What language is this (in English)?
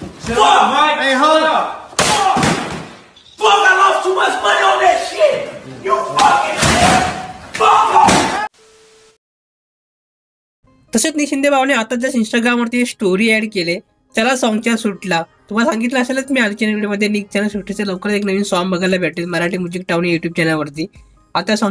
Marathi